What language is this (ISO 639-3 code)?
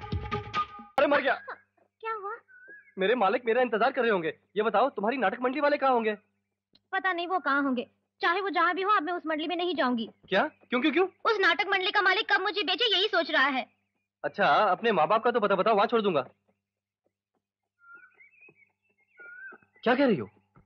hin